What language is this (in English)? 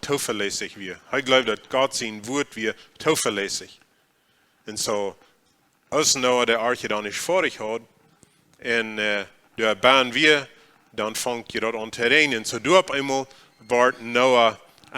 Plautdietsch